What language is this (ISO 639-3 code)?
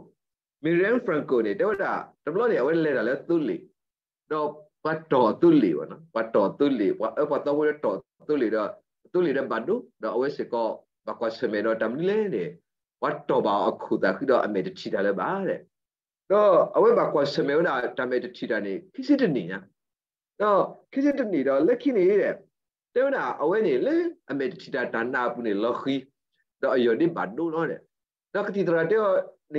ksw